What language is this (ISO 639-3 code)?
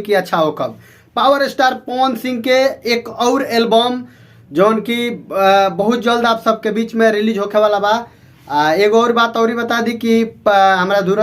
bho